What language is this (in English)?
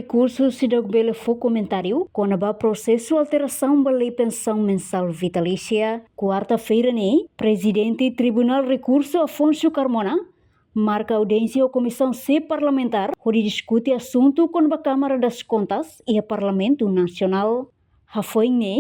Tetum